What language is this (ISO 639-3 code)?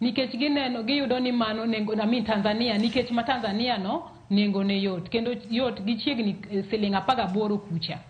luo